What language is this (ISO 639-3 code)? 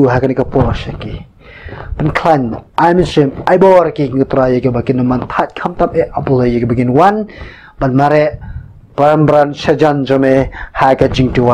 kha